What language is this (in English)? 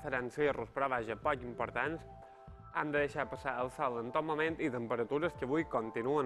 Catalan